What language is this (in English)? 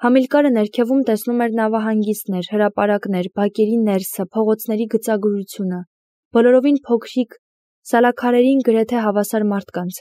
Armenian